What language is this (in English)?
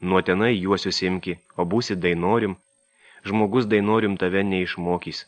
Lithuanian